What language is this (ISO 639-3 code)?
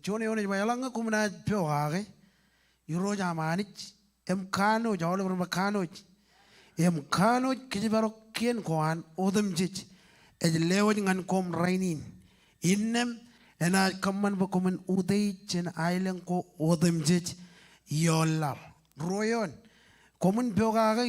mah